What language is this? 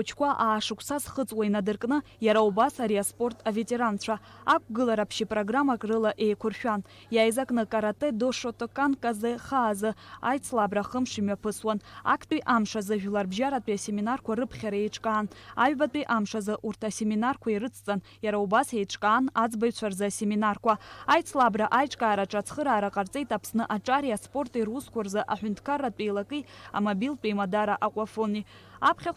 Abkhazian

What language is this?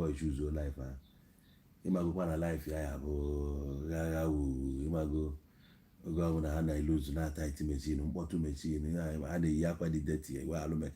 Igbo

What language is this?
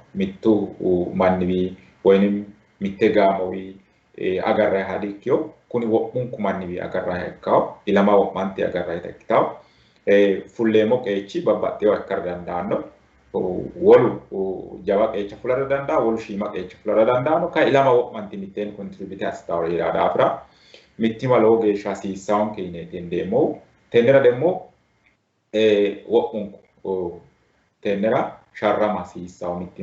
Sidamo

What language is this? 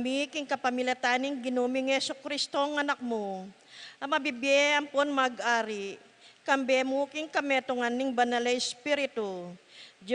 Pampanga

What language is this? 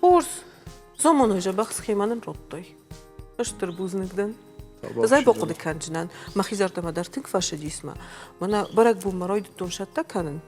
Ossetic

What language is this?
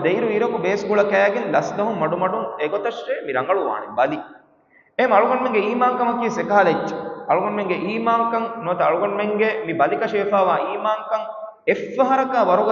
Divehi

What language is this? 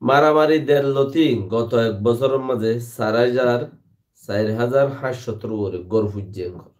Rohingya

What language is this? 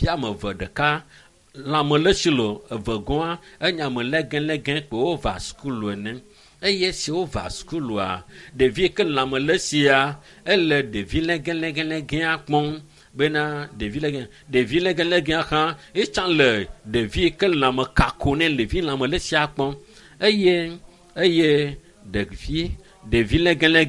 Ewe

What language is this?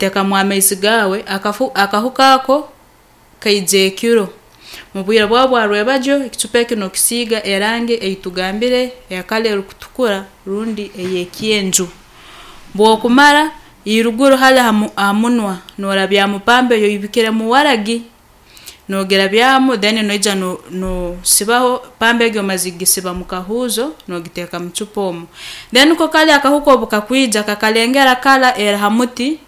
Nyankole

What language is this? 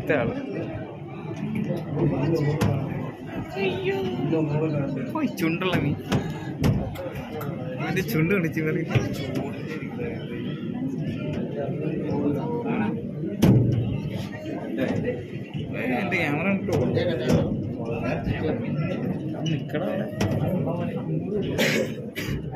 Malayalam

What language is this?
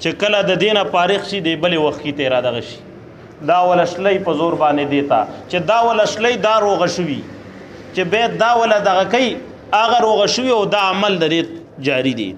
Pashto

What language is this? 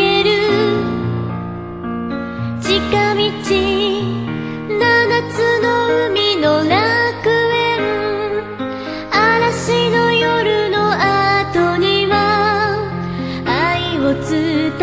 Japanese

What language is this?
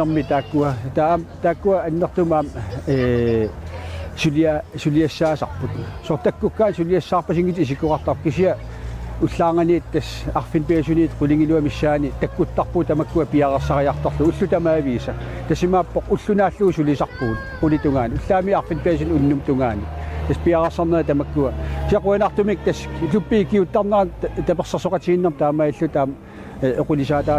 Kalaallisut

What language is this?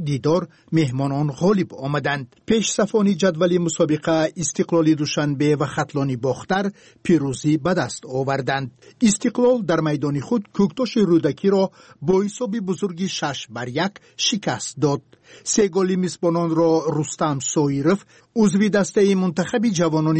Tajik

